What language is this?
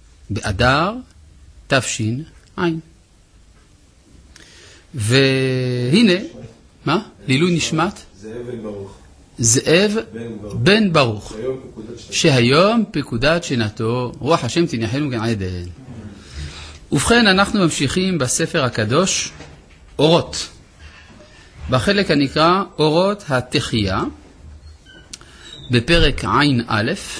Hebrew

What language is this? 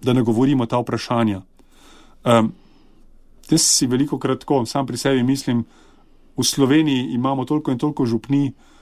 Slovenian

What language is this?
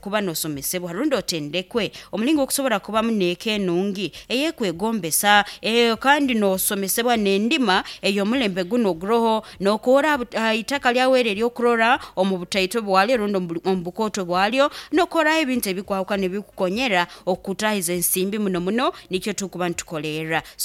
Nyoro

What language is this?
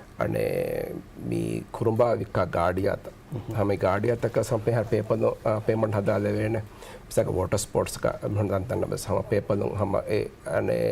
Divehi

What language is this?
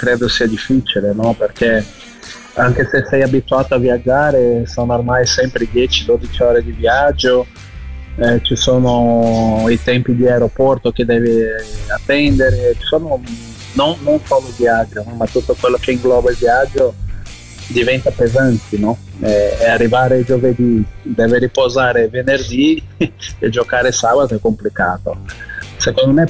Italian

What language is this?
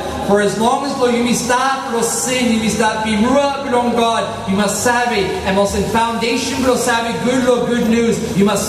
Tok Pisin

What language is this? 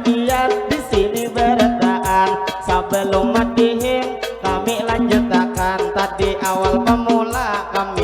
Banjar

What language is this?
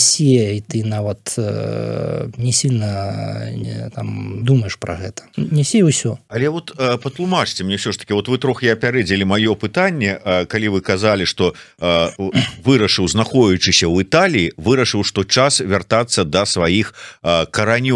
Belarusian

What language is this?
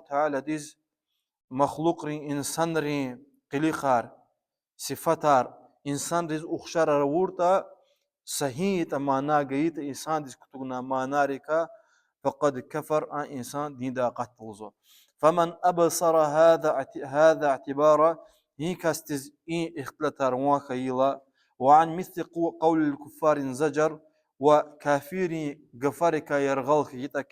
Lezghian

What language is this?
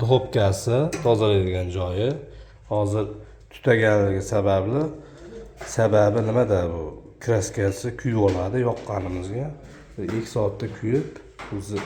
Uzbek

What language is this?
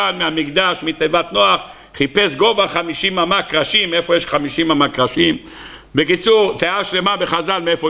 Hebrew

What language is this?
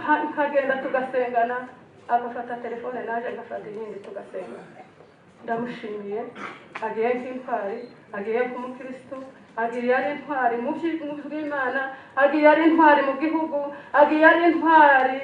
Kinyarwanda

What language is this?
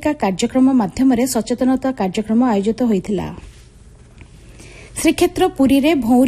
Odia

